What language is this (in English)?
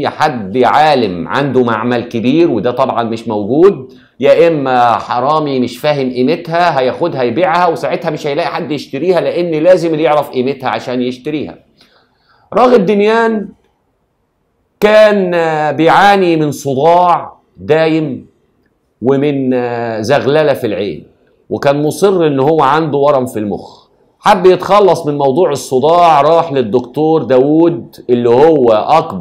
Egyptian Arabic